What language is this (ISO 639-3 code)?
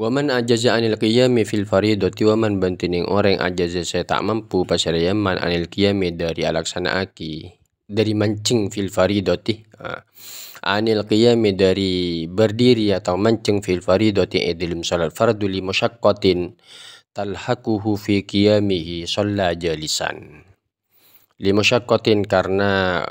mad